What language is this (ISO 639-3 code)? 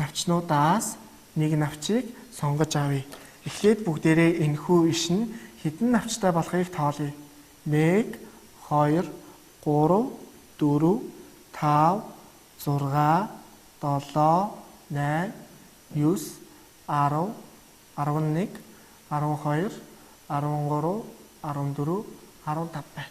mon